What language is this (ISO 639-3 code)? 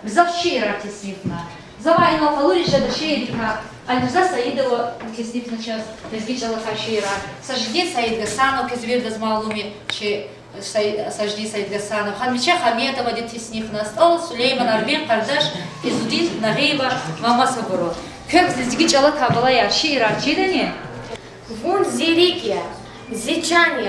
lez